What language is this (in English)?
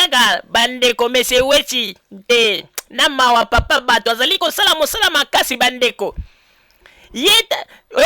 Lingala